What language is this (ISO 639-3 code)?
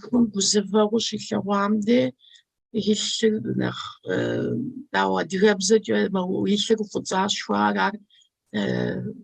kbd